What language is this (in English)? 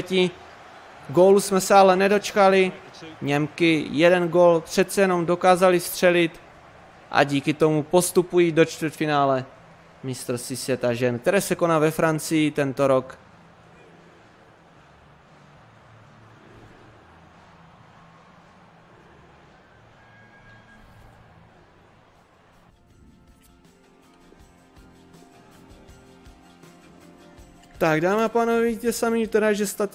Czech